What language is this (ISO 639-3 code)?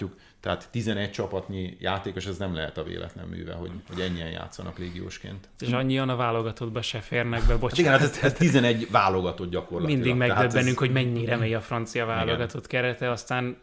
hun